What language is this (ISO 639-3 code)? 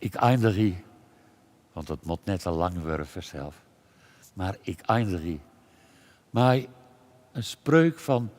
fry